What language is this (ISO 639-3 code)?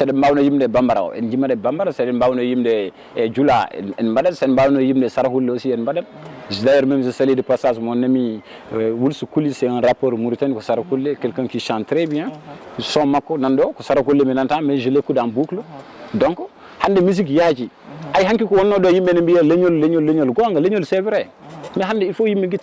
ful